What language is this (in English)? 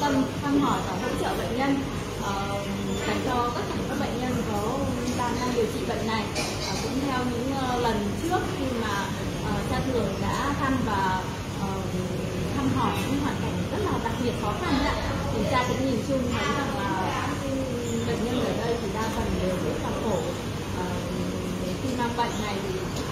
Vietnamese